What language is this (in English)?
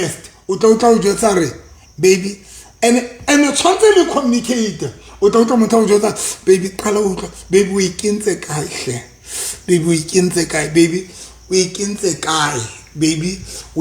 Southern Sotho